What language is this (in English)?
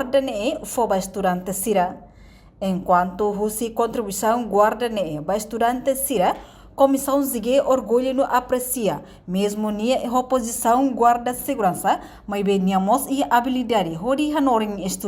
Tetum